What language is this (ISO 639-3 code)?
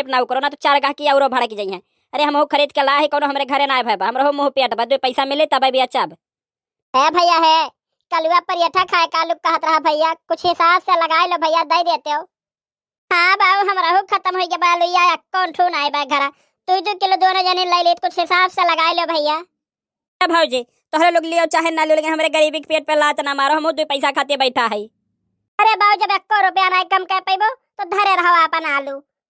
awa